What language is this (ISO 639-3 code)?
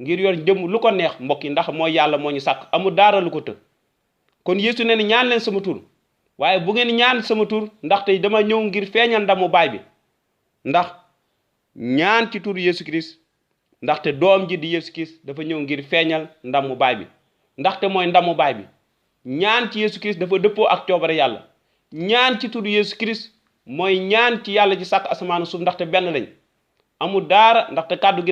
wol